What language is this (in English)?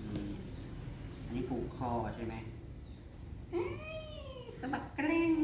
Northeastern Thai